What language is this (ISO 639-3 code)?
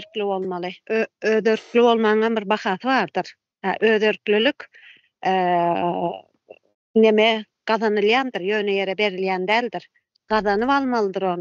tuk